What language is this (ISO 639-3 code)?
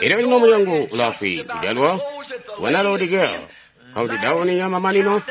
toi